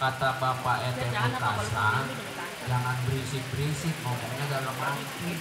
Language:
Betawi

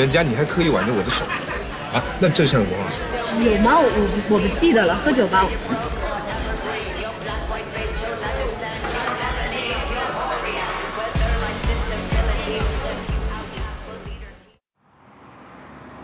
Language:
Chinese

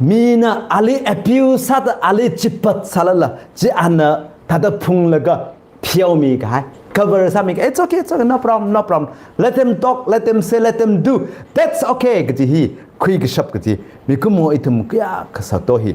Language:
Tangkhul Naga (India)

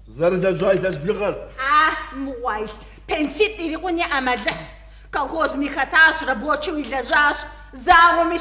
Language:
Kabardian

